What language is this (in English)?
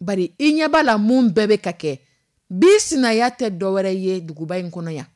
Dyula